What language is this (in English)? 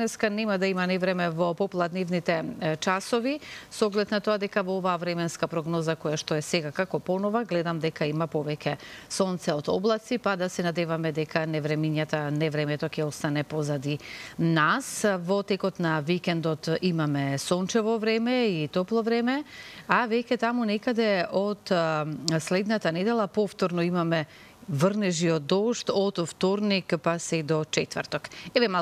Macedonian